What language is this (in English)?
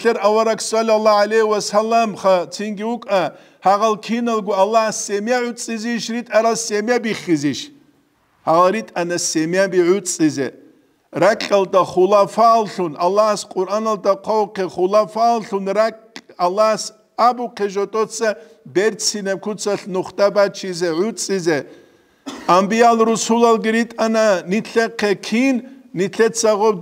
Avaric